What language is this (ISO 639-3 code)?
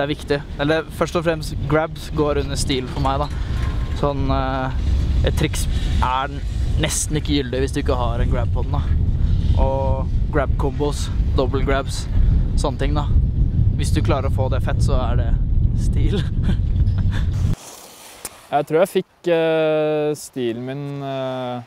nor